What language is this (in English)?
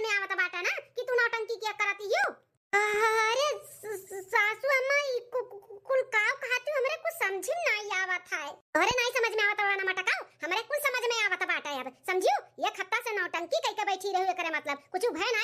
Awadhi